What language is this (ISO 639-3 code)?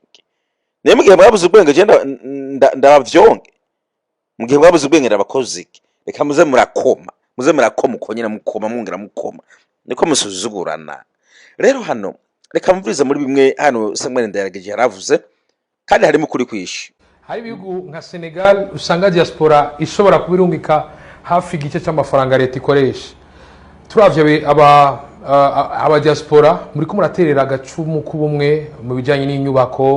run